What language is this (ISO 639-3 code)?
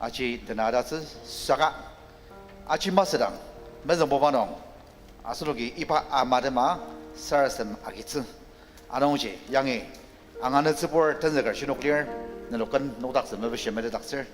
njo